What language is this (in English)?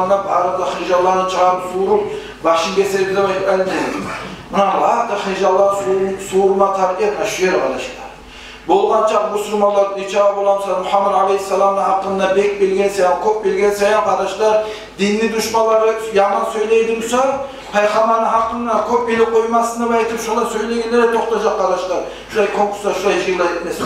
Kumyk